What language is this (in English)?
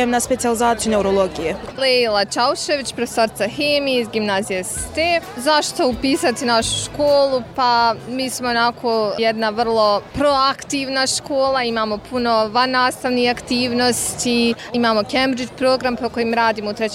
Bosnian